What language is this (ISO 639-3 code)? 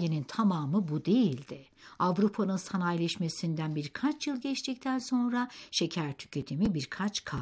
tur